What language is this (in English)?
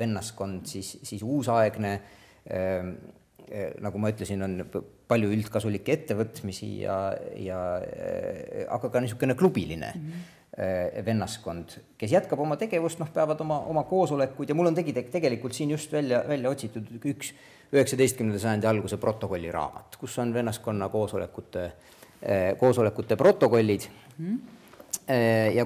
Estonian